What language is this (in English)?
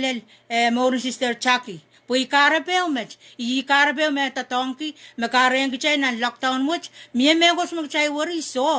Pohnpeian